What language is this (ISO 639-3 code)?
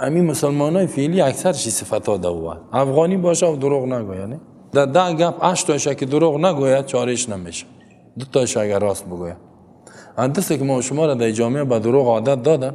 fas